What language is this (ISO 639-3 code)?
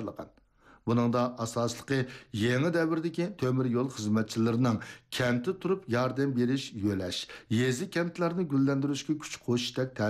uig